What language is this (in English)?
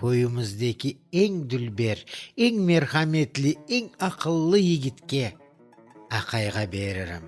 Crimean Tatar